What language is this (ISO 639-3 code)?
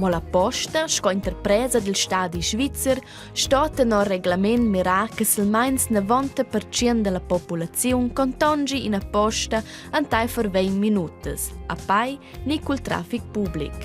roh